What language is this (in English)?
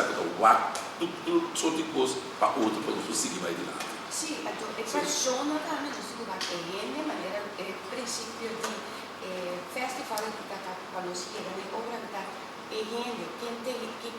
Papiamento